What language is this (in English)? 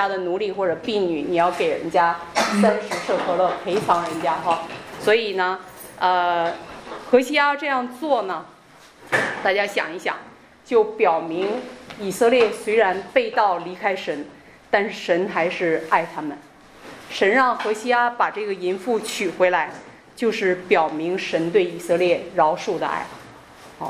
Chinese